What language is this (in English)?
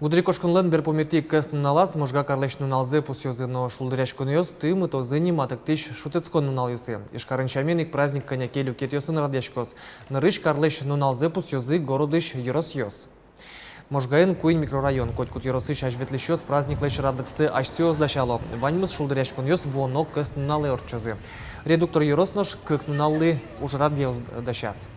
Udmurt